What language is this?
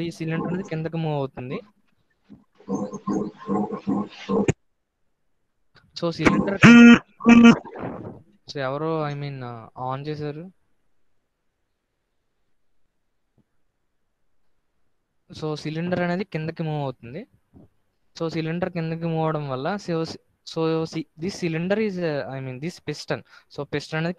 Telugu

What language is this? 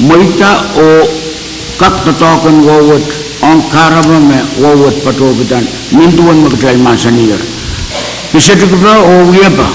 Pohnpeian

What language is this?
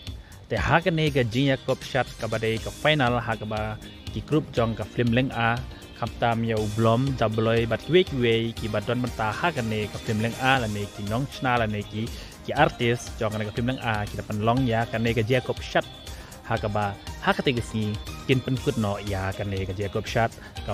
Khasi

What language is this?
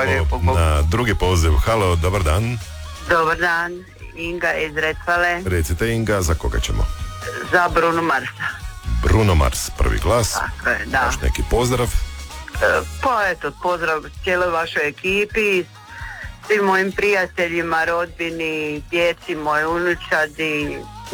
Croatian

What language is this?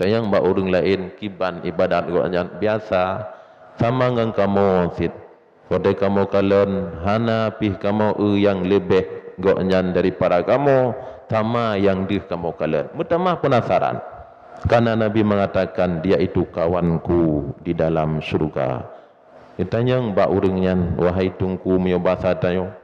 Achinese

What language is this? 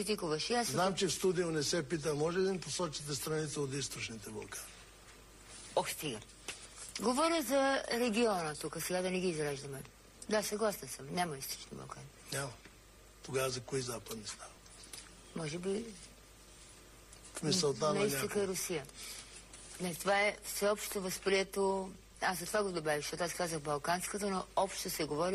Bulgarian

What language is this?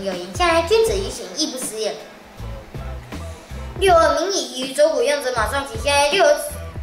Literary Chinese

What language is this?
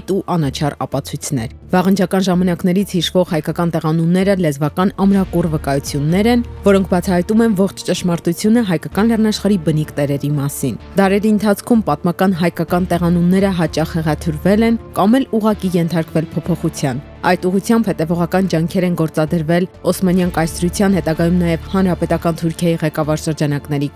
Armenian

